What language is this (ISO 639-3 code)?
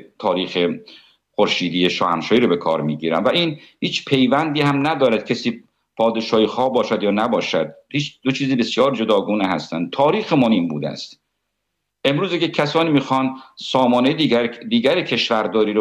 fas